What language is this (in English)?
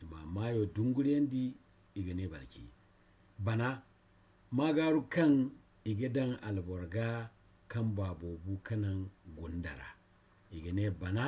Zarma